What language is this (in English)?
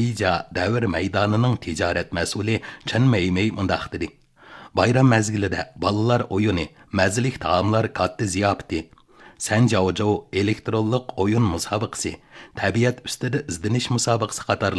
Uyghur